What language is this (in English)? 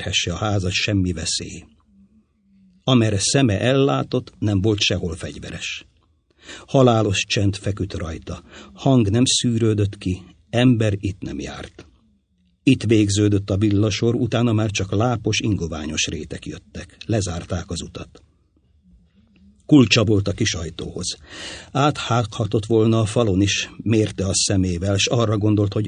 Hungarian